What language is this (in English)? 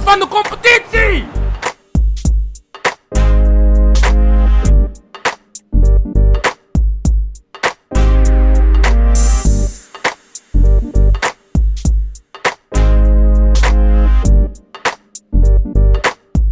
Dutch